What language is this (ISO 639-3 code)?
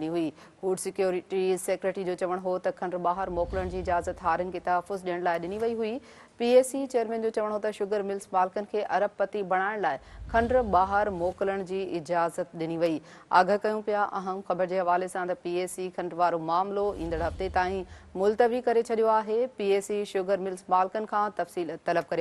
snd